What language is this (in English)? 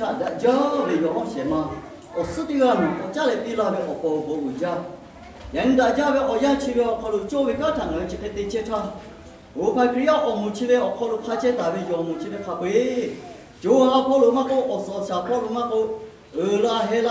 Lahu